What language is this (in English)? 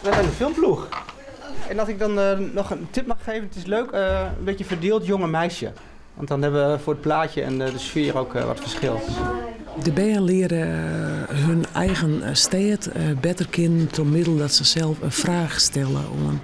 Western Frisian